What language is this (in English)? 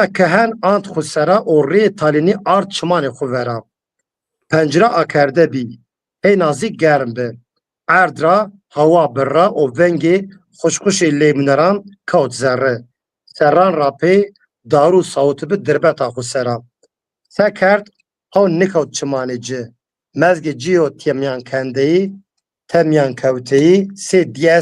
Zaza